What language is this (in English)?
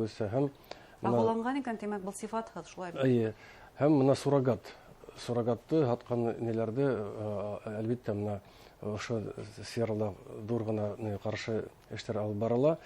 Bashkir